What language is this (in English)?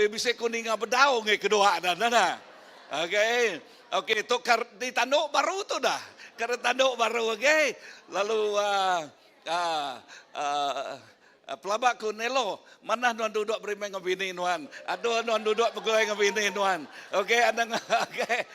Iban